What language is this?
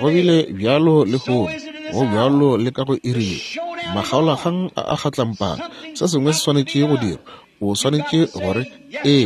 Northern Sotho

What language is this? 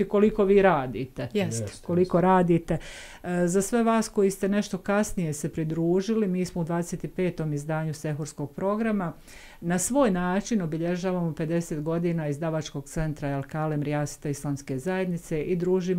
Bosnian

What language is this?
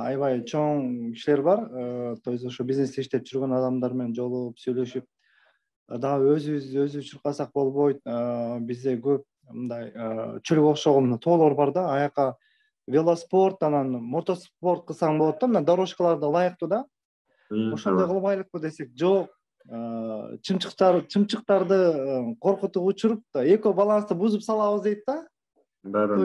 Kyrgyz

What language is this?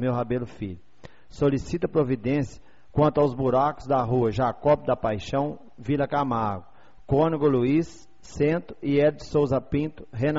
Portuguese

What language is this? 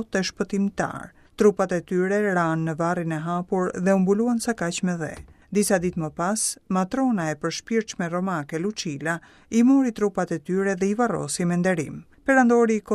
Albanian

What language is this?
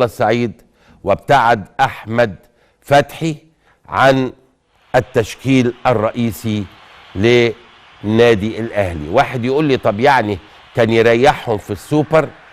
Egyptian Arabic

